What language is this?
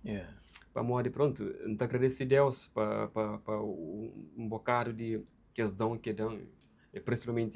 Kabuverdianu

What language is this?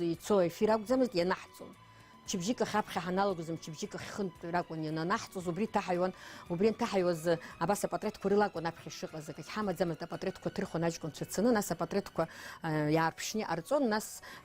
Abkhazian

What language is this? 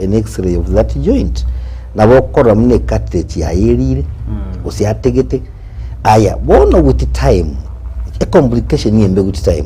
Gusii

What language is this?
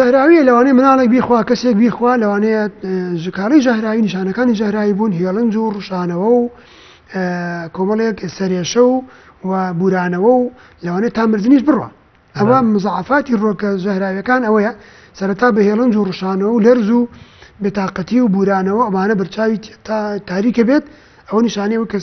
Central Kurdish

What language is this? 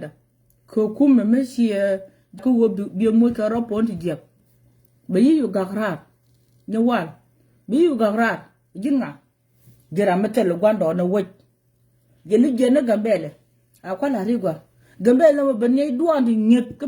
Nuer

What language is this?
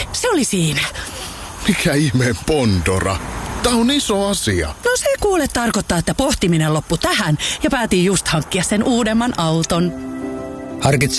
Finnish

